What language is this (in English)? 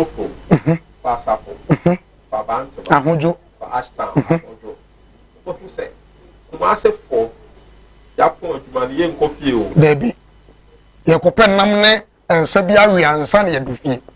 Akan